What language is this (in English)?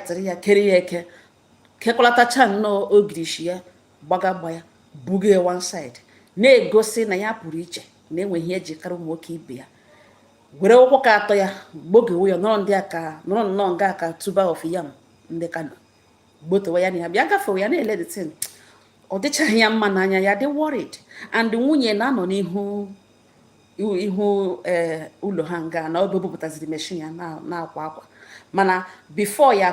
Igbo